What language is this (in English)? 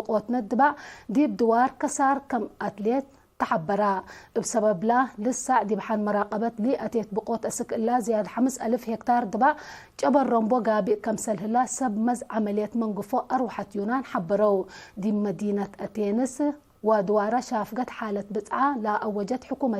Tigre